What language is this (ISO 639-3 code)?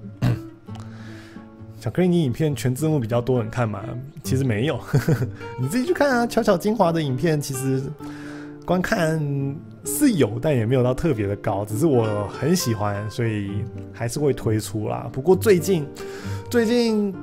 zho